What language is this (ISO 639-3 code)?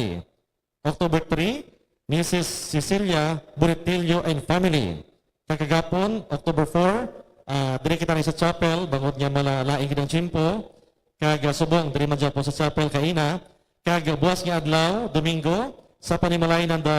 hil